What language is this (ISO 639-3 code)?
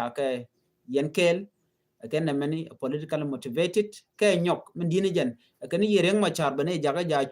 nus